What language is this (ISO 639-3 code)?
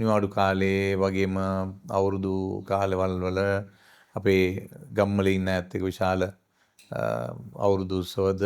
sin